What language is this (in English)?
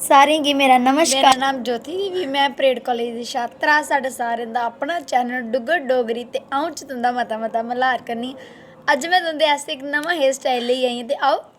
Dogri